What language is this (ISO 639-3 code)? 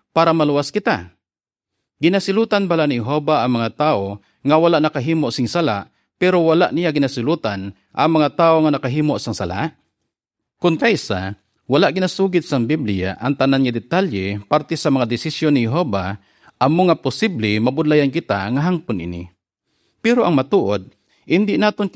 hil